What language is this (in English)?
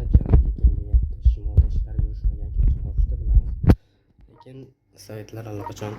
Uzbek